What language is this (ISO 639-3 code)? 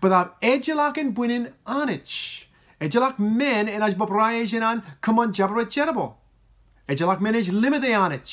mah